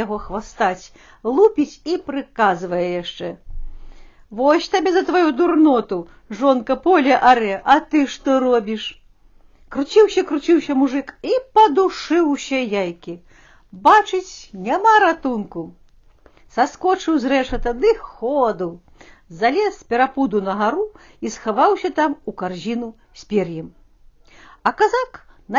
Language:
Belarusian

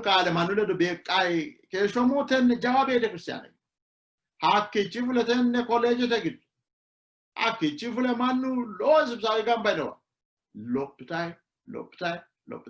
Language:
Sidamo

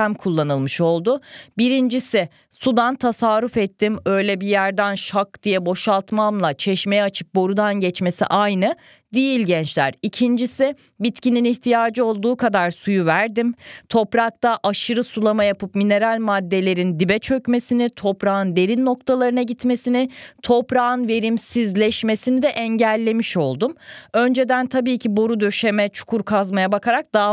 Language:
Turkish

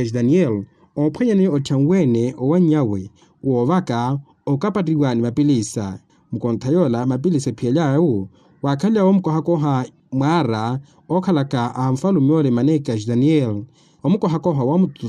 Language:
Makhuwa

